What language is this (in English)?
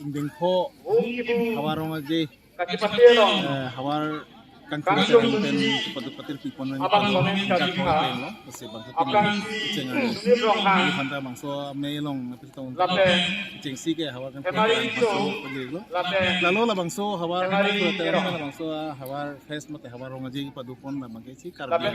Karbi